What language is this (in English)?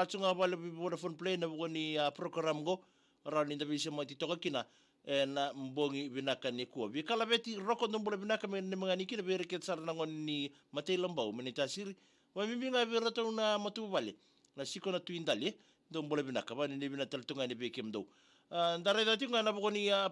Fijian